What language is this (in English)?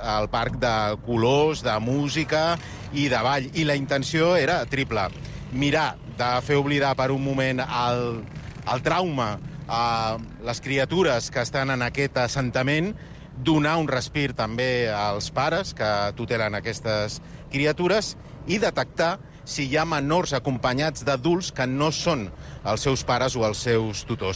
Catalan